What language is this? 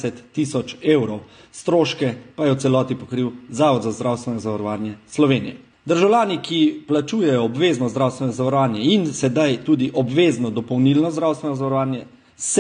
Slovenian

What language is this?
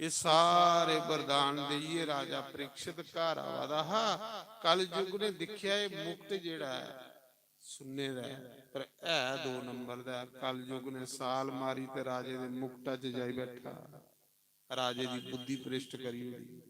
Dogri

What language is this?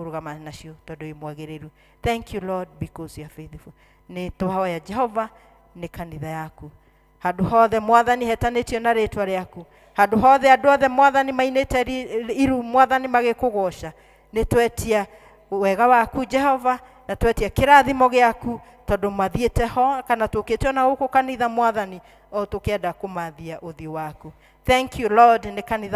Kikuyu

